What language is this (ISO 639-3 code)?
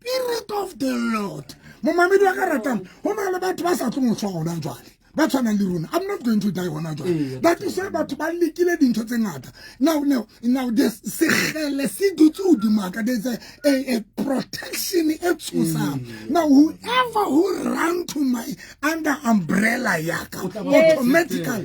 sot